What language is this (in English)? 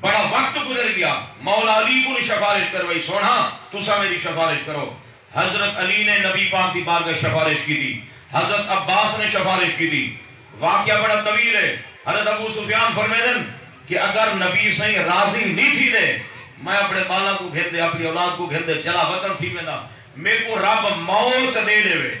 Saraiki